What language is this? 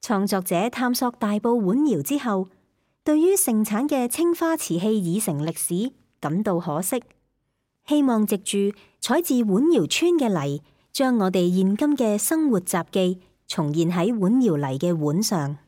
Cantonese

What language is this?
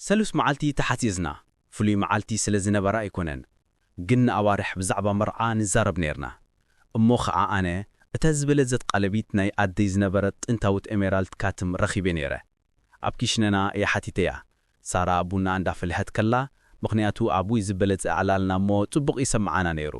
Tigrinya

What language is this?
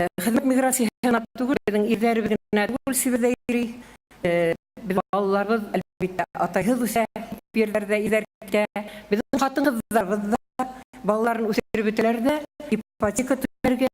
Bashkir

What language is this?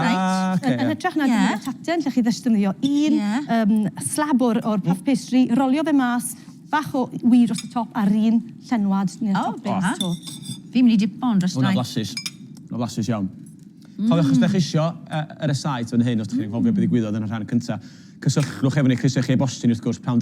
Welsh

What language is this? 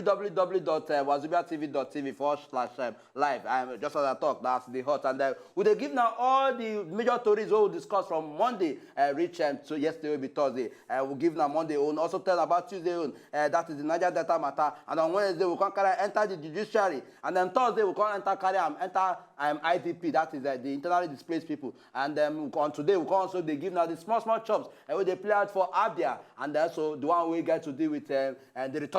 Nigerian Pidgin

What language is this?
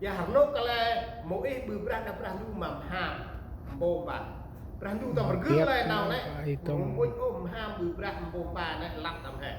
Central Mnong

